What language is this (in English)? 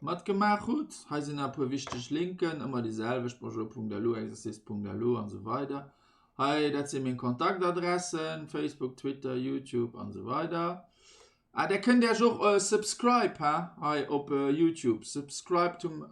Luxembourgish